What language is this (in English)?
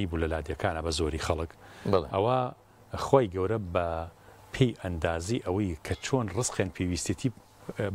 Central Kurdish